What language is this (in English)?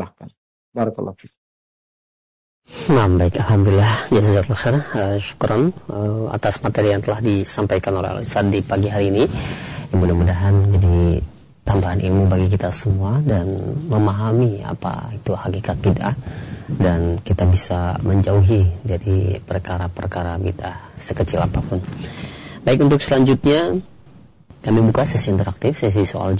Indonesian